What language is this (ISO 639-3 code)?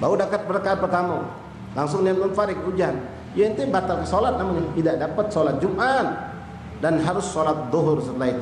mui